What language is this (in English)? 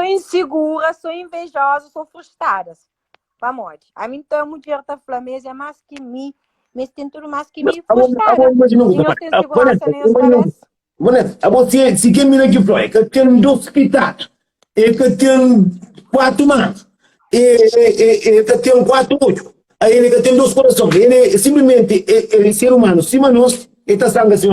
Kabuverdianu